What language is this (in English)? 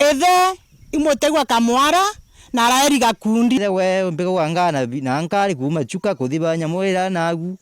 Meru